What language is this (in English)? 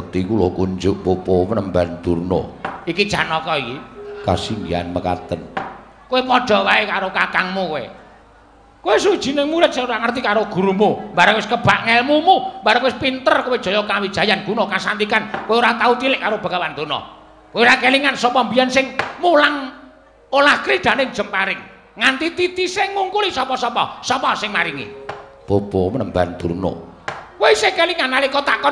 Javanese